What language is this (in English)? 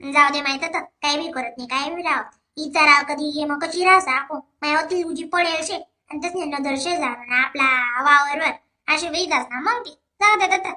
Khandesi